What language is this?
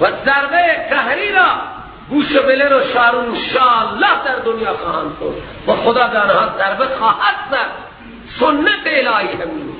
Persian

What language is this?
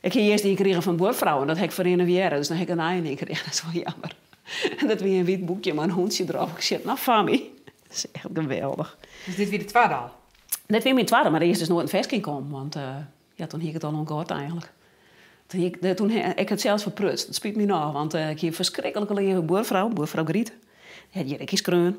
Western Frisian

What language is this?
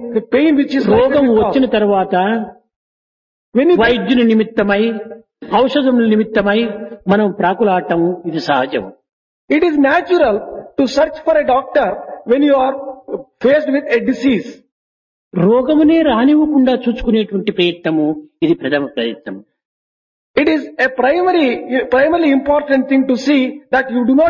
Telugu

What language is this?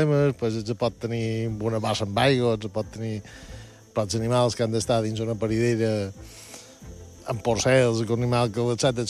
Catalan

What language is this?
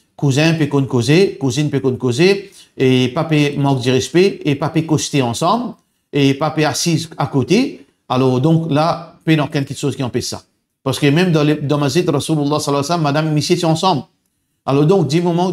Morisyen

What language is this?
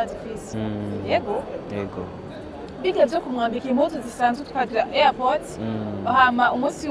Rundi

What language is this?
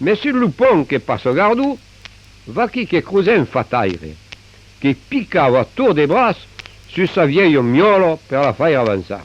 Occitan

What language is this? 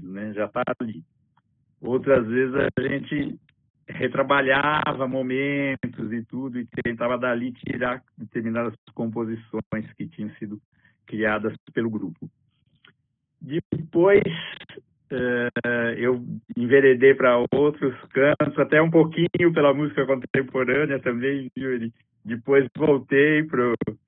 Portuguese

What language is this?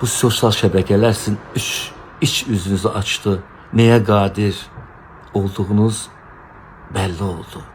Azerbaijani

